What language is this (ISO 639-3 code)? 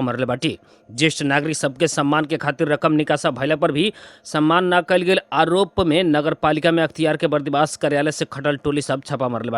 bho